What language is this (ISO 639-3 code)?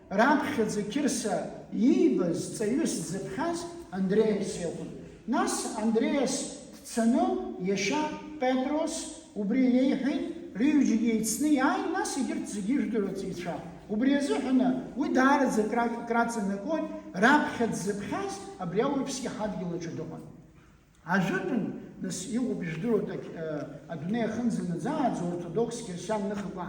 abk